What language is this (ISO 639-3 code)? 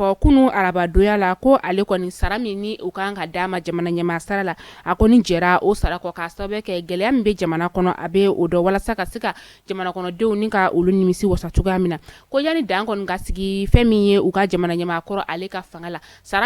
bam